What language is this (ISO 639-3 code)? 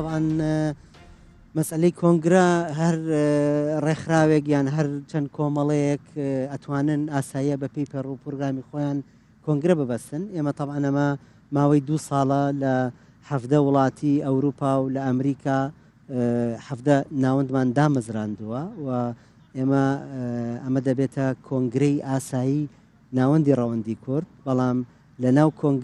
kur